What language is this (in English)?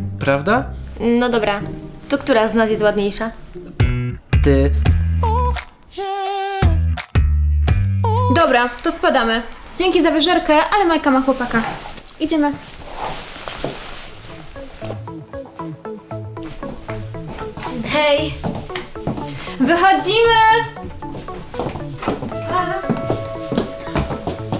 Polish